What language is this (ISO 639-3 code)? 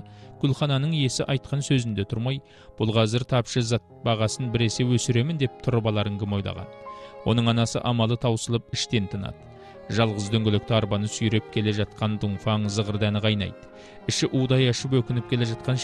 kaz